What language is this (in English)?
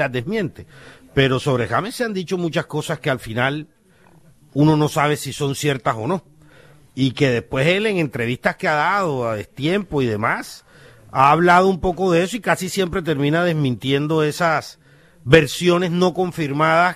Spanish